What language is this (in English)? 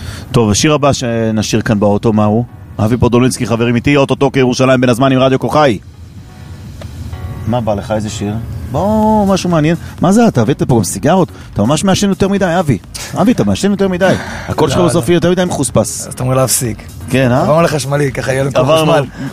Hebrew